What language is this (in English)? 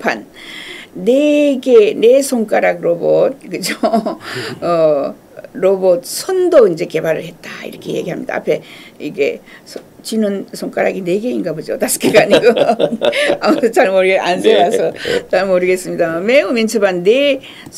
Korean